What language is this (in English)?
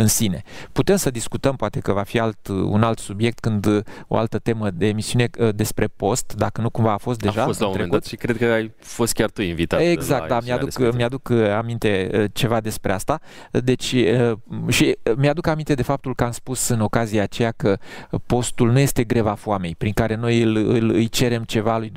Romanian